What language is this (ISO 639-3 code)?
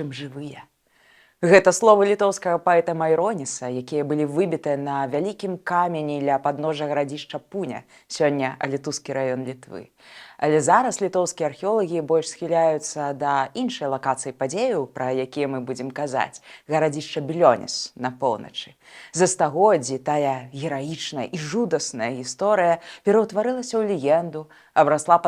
bel